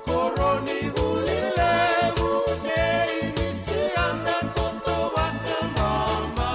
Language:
Fijian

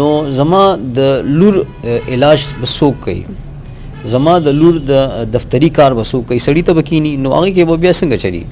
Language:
Pashto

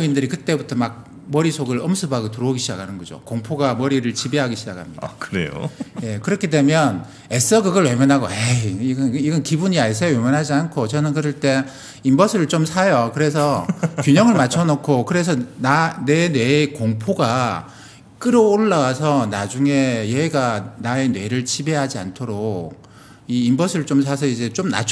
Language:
Korean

